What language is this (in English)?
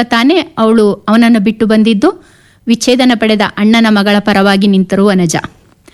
Kannada